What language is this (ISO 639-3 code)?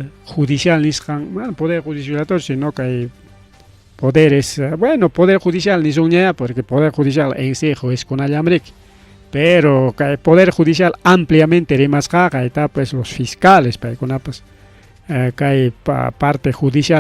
quy